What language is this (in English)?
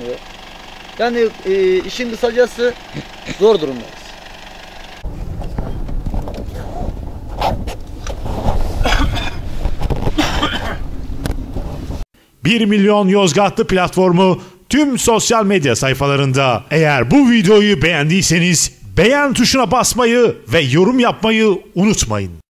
Turkish